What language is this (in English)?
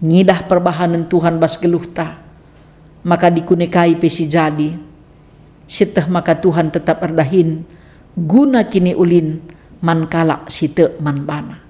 Batak Karo